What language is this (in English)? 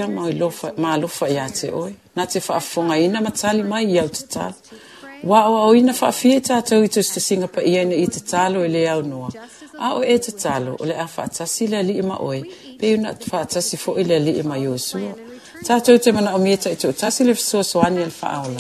Samoan